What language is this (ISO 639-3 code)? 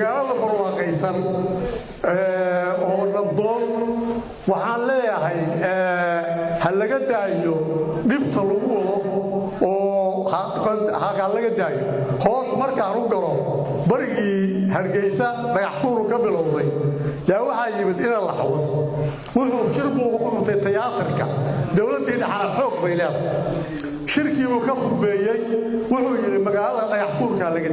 som